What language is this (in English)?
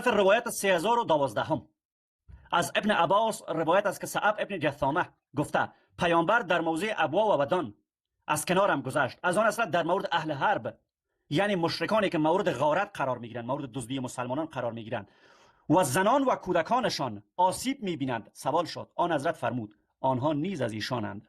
Persian